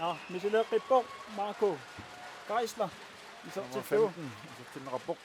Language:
Kalaallisut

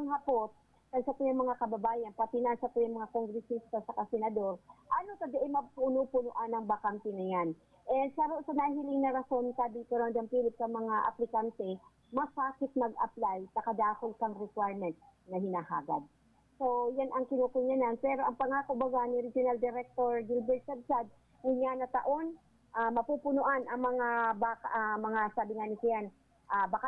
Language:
Bikol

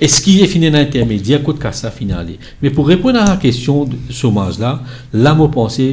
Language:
Morisyen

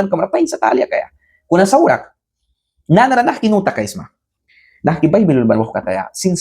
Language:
Mískito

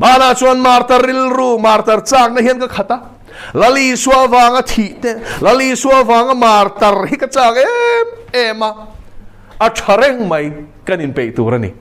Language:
Mizo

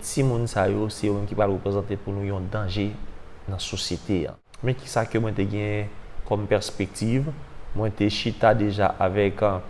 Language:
Haitian Creole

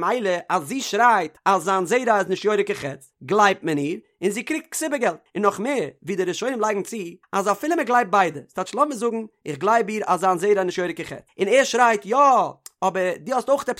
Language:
Yiddish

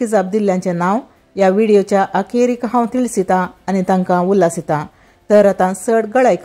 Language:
Konkani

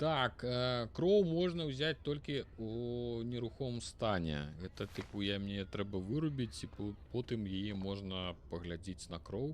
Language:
Belarusian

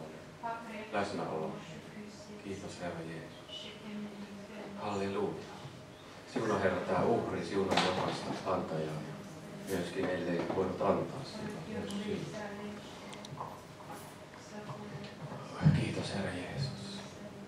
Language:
Finnish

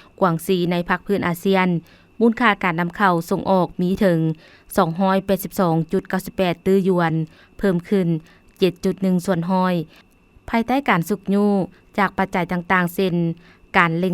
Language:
Lao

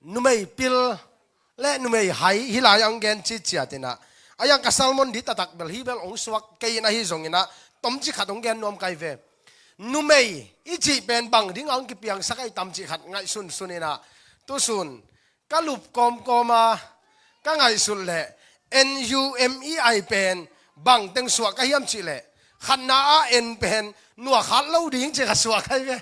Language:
Tedim Chin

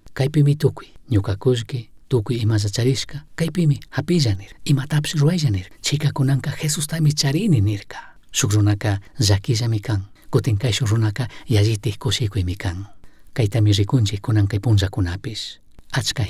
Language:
Chimborazo Highland Quichua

